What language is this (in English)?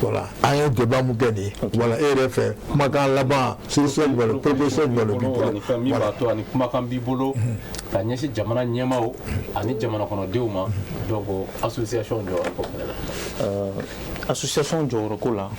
Bambara